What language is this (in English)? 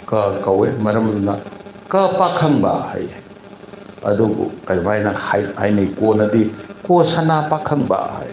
Manipuri